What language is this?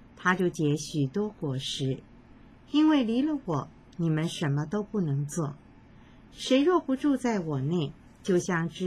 Chinese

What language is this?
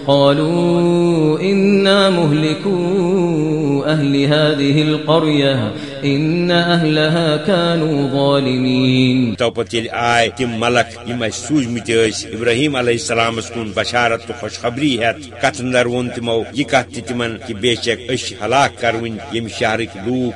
Kashmiri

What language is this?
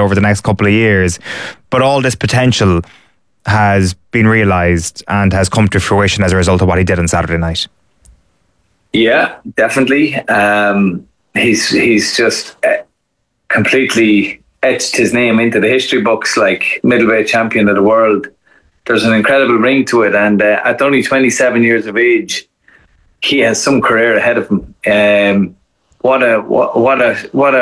English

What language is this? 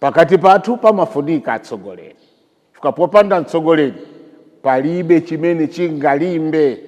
Nyanja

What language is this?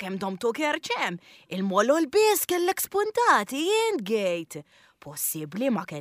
Maltese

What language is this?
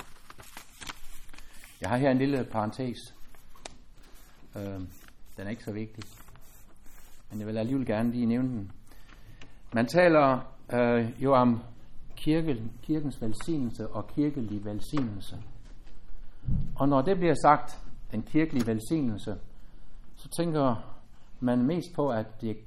Danish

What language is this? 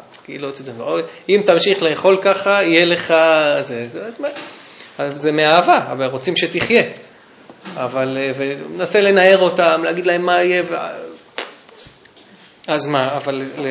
Hebrew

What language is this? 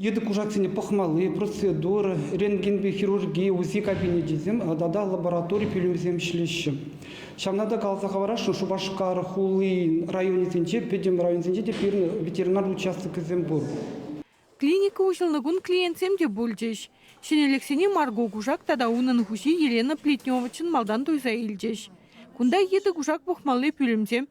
Chuvash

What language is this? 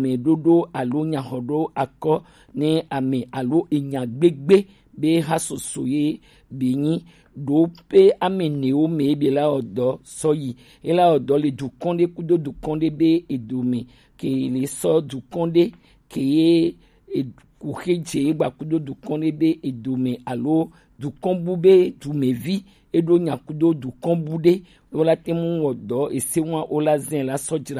Gen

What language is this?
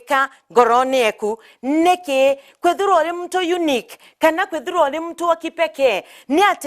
Meru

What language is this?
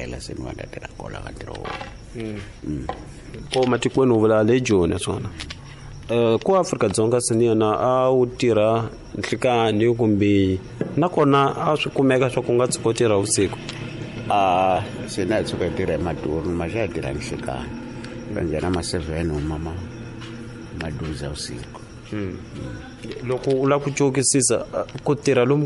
Tsonga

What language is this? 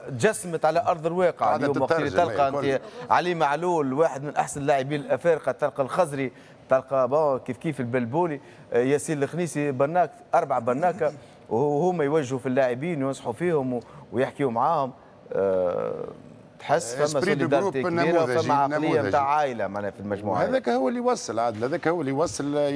Tunisian Arabic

